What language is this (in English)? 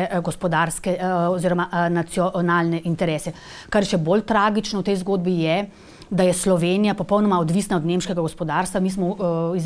Slovenian